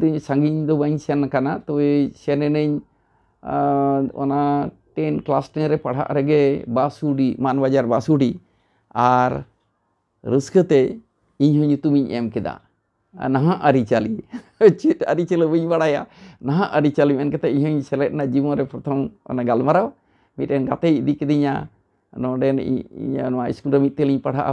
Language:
Santali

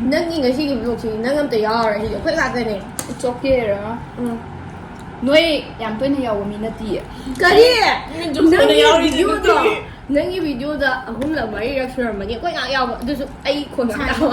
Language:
Manipuri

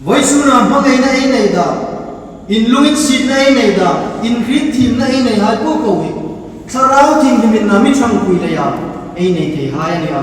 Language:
Hmar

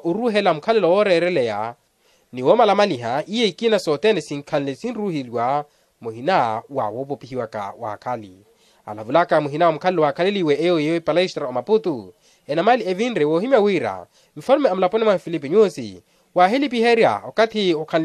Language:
Makhuwa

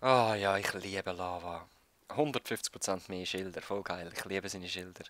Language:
Swiss German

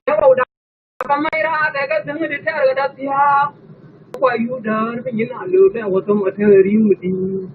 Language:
Nuer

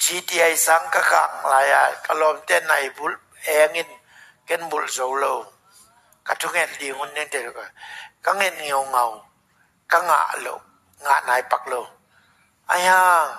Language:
Tedim Chin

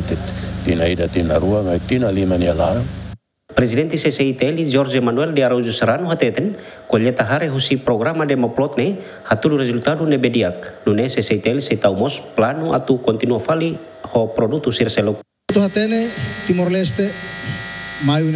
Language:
Tetum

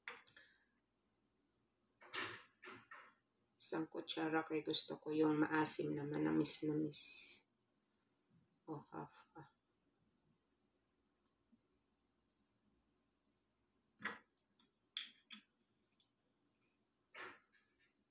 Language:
Filipino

